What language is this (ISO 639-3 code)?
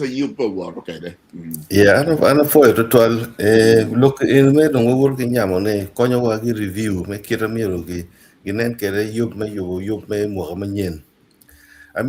ach